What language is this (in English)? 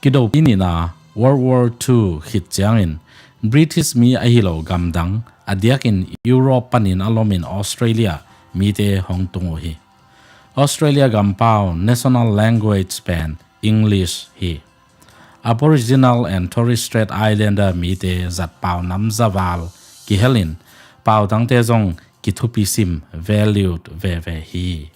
Tedim Chin